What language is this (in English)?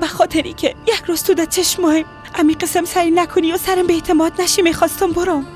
Persian